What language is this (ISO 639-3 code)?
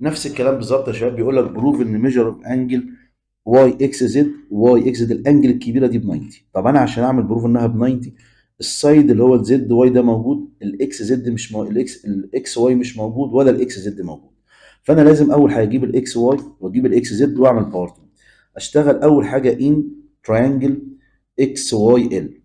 arz